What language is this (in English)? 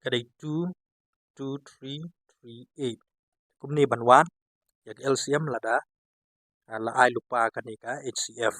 Khasi